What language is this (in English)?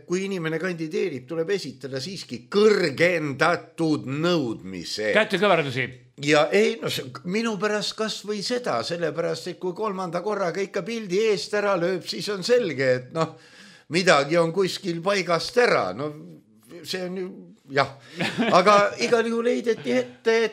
Estonian